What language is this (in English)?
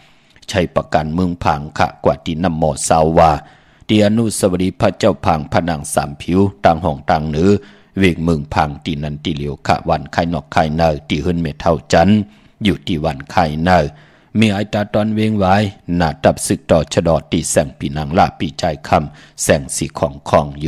Shan